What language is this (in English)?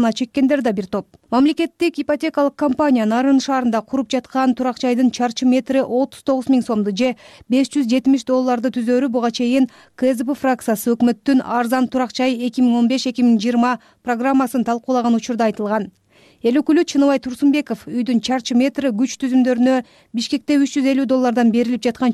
Kyrgyz